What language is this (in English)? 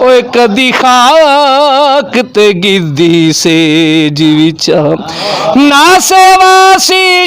Western Panjabi